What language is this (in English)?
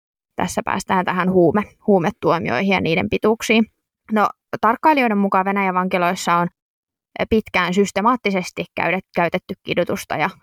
Finnish